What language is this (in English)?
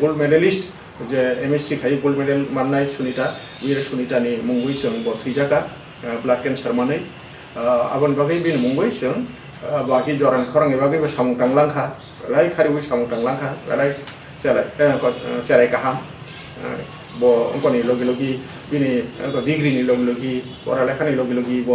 Kok Borok